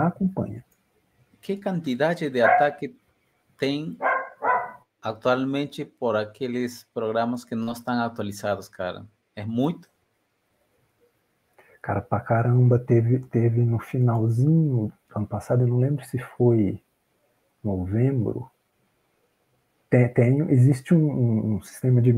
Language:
Portuguese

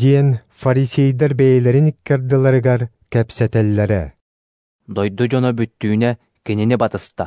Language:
Yakut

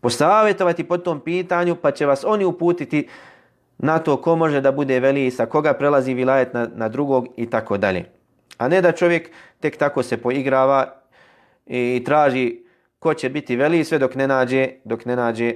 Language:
Bosnian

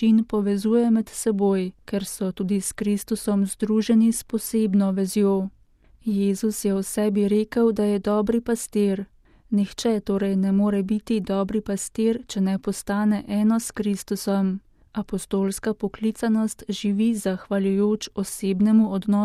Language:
Slovenian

